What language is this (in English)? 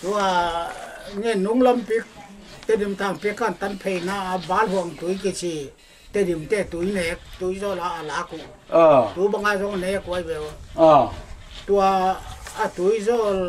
Paite Chin